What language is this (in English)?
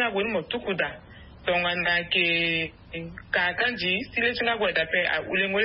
Sango